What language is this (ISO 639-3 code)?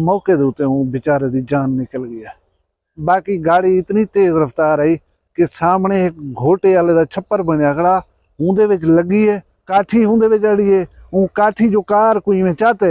skr